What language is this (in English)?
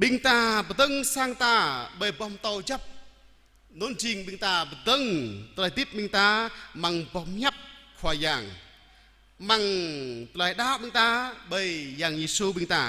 Jarai